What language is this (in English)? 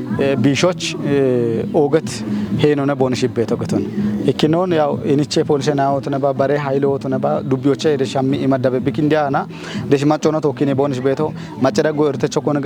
Kafa